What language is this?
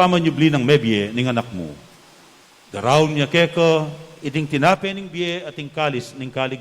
Pampanga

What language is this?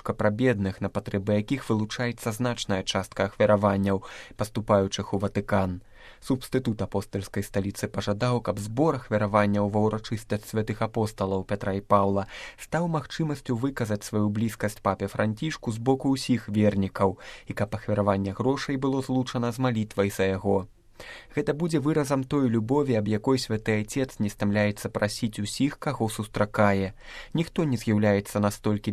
Belarusian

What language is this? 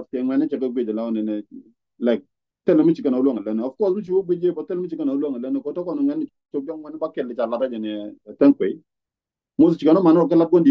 Nuer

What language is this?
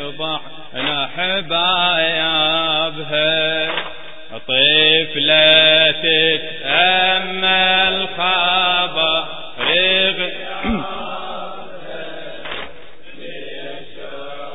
Arabic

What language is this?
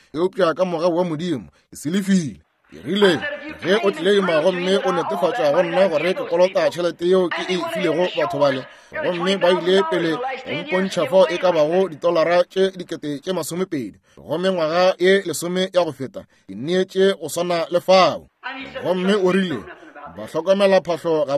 Northern Sotho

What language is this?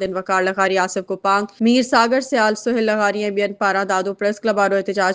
Sindhi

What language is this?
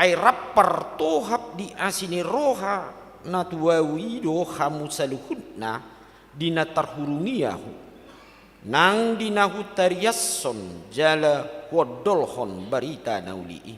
Batak Toba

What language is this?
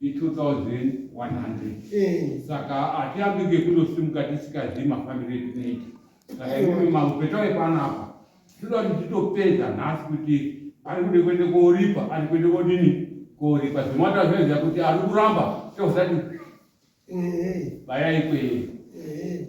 Shona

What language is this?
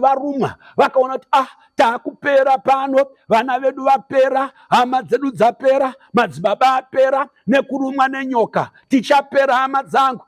Shona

